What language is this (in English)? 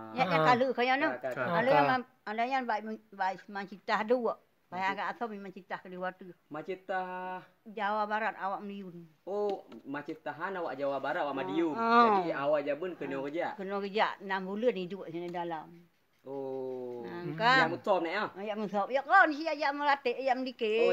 Achinese